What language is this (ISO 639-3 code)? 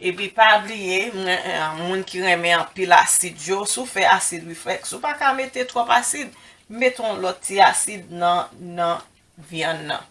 hat